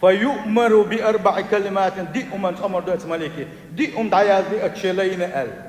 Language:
Chechen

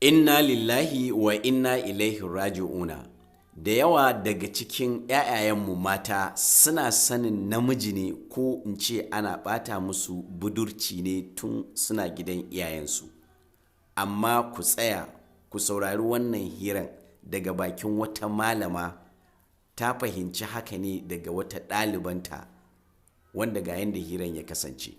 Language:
Hausa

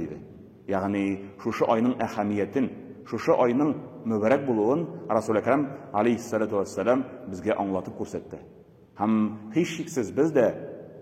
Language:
Tatar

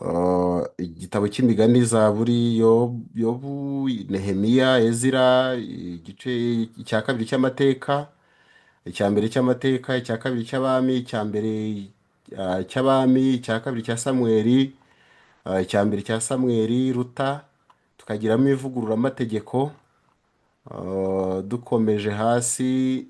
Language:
Kinyarwanda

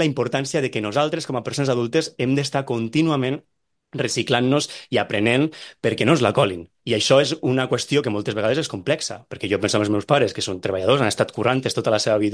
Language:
Catalan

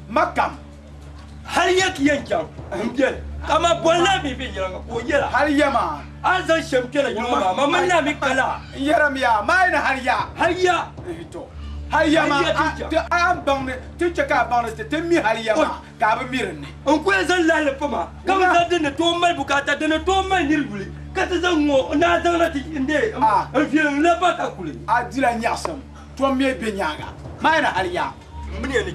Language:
Dagbani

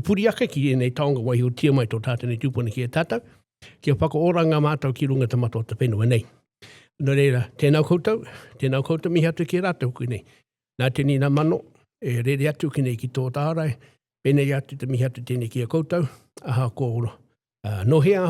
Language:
Māori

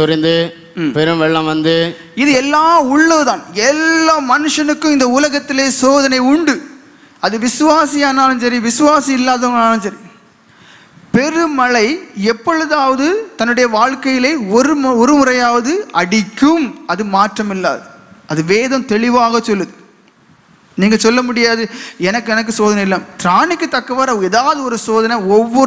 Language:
Tamil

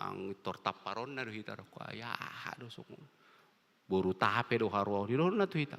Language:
Batak Toba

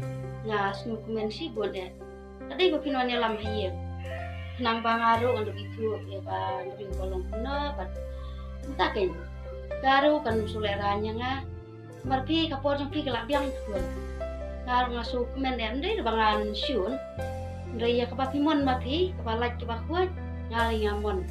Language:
Khasi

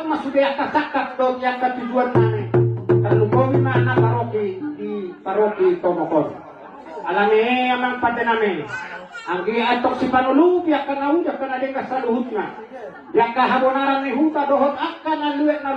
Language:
Batak Toba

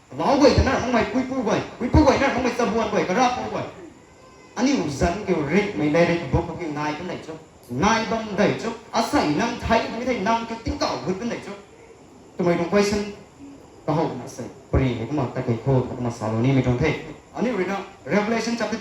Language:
Rongmei Naga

